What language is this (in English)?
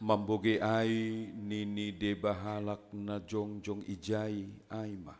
Batak Simalungun